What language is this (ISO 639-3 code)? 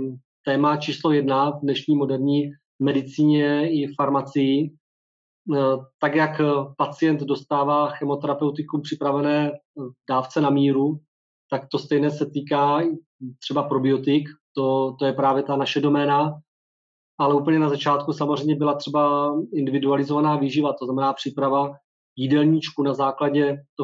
ces